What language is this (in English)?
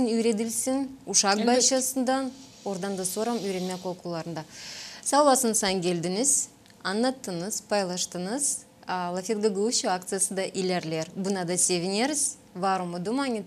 Gagauz